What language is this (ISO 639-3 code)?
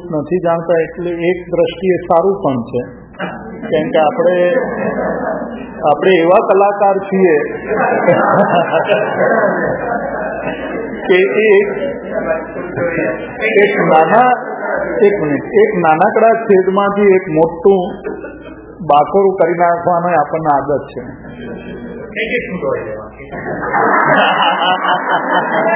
guj